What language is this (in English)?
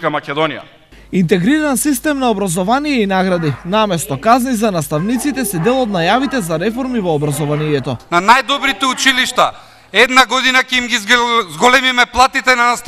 Macedonian